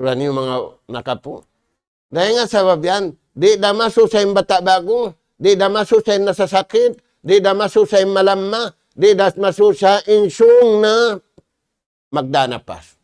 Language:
Tausug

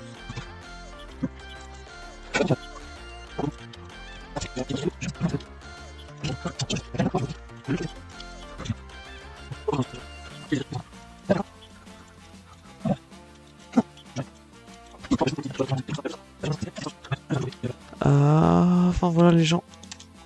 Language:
French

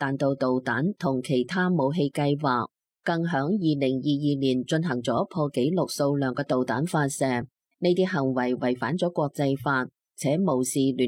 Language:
Cantonese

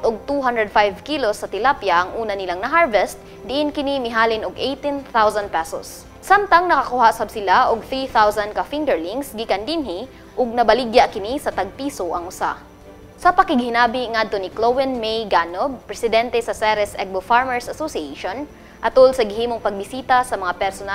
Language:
Cebuano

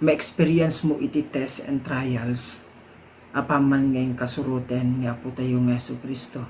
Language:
Iloko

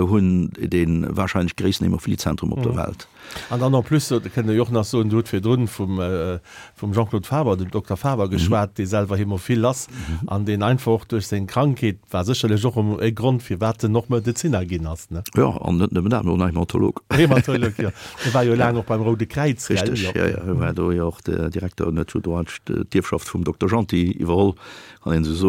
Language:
Luxembourgish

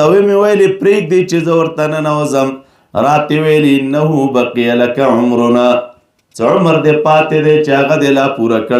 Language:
Pashto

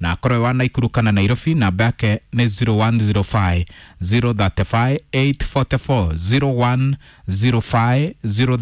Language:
Kikuyu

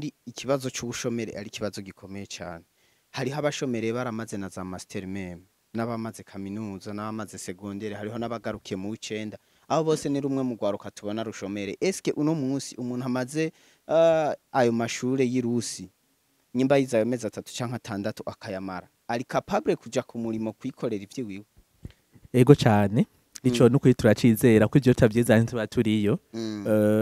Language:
Rundi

